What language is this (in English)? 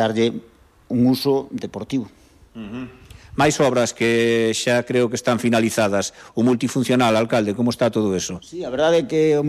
Galician